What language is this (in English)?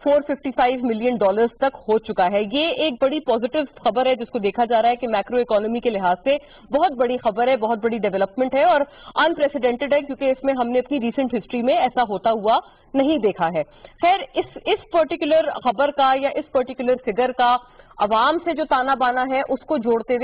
Urdu